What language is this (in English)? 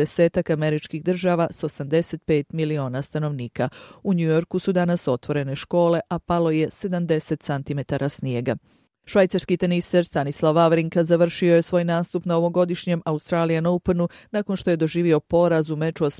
Bosnian